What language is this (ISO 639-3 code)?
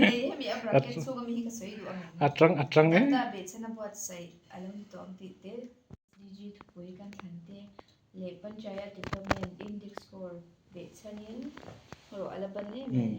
lus